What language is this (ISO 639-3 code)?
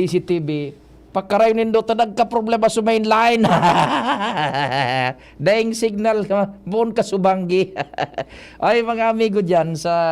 bik